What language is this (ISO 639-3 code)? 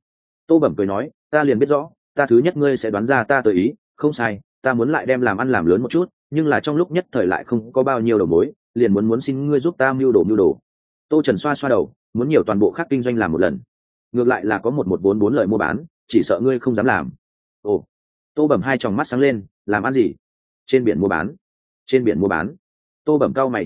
vie